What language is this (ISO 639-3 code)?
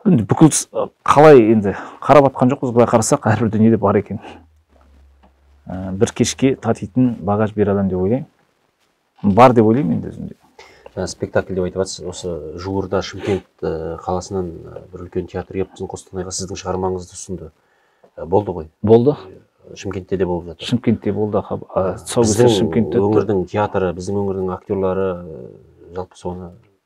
kaz